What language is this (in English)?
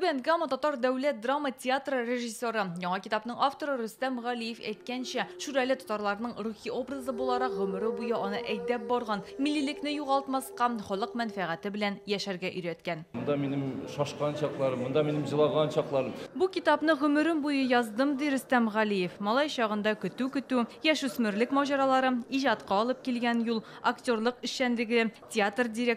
Tatar